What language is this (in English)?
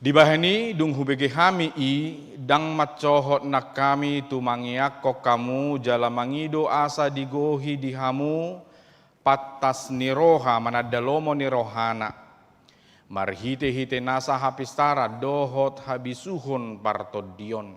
Batak Toba